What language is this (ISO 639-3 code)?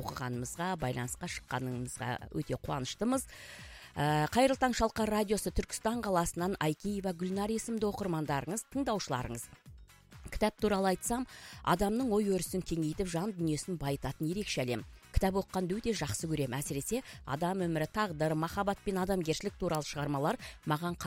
kaz